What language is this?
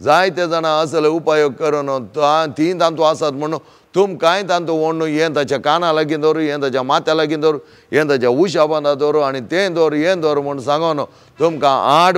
Konkani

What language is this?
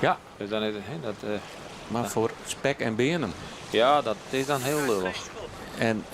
Western Frisian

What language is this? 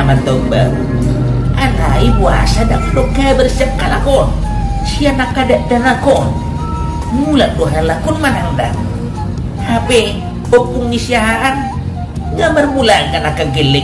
Batak Toba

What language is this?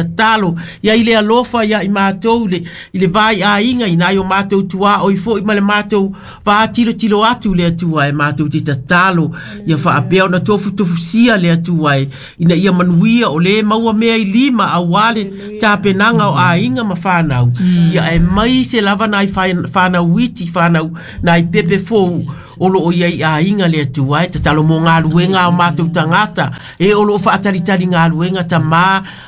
Samoan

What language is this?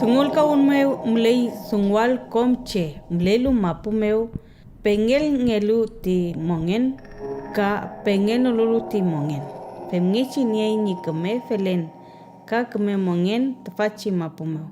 Mapuche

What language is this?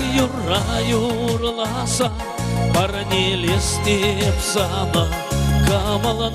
Chuvash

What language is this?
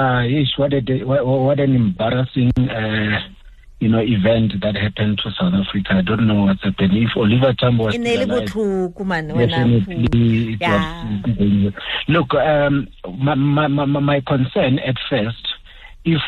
English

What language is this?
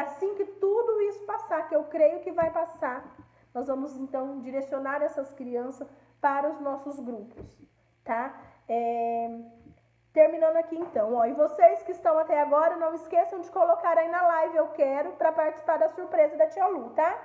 Portuguese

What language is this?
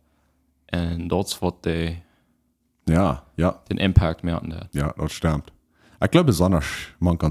Plautdietsch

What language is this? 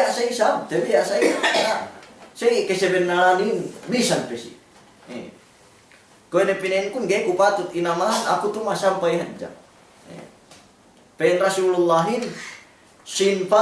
Yakan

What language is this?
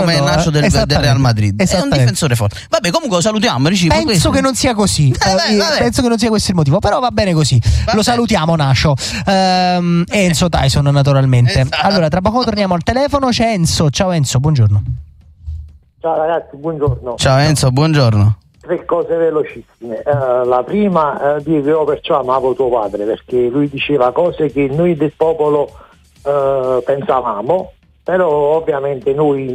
Italian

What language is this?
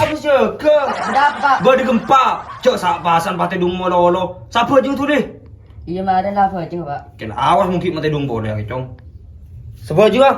Madurese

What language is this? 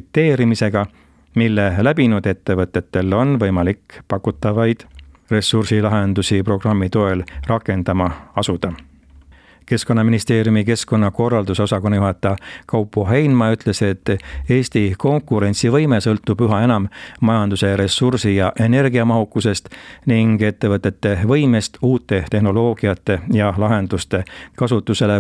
Estonian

